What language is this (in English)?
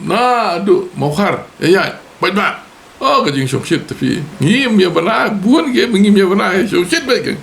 Khasi